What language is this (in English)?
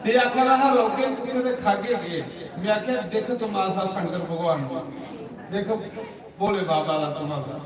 Dogri